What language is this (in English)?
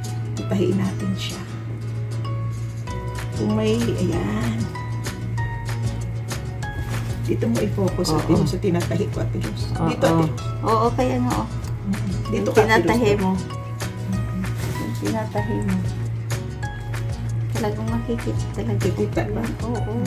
Filipino